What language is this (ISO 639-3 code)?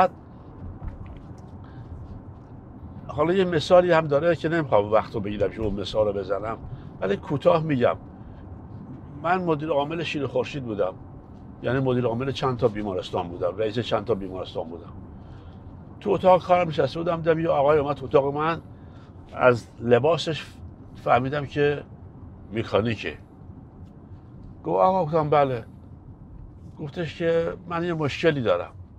fas